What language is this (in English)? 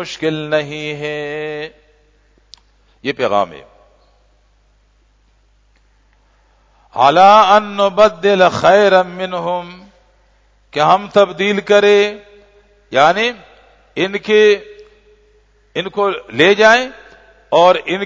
Urdu